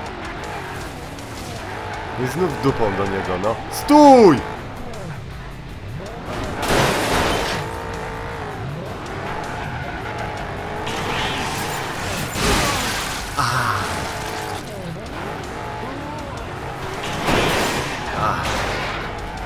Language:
Polish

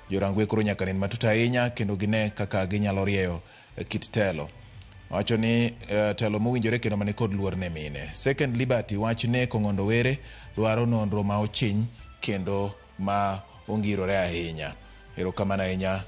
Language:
Luo (Kenya and Tanzania)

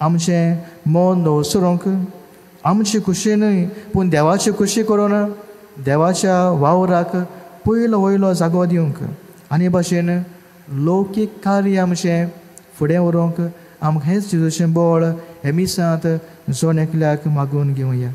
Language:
Konkani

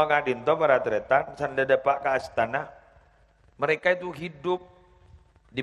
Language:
Madurese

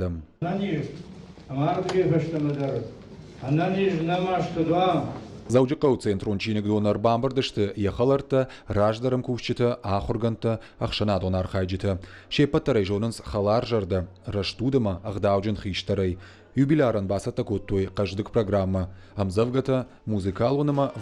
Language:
Ossetic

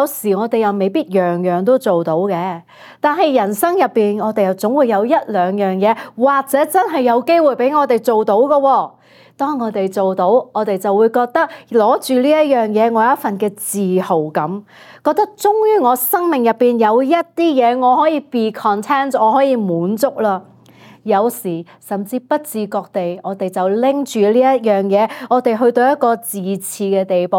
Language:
Cantonese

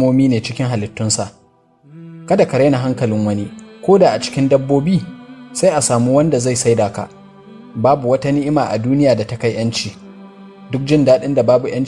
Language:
Hausa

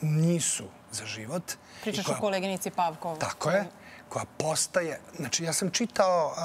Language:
Serbian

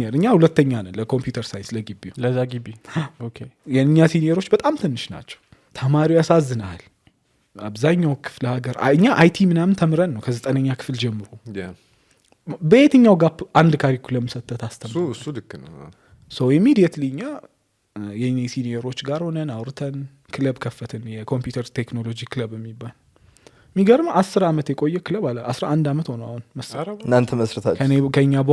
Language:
Amharic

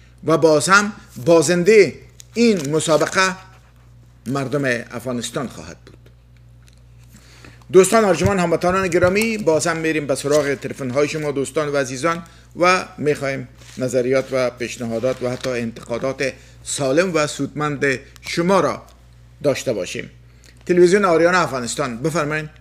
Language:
Persian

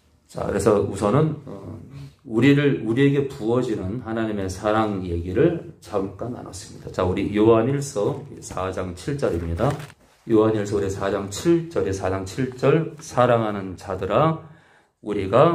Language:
Korean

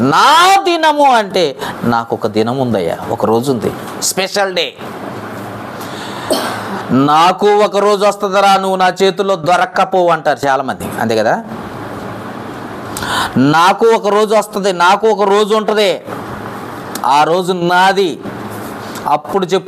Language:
Telugu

